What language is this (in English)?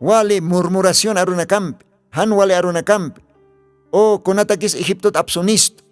Aymara